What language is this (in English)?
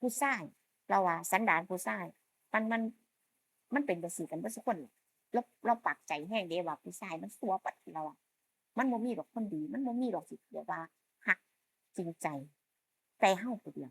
Northeastern Thai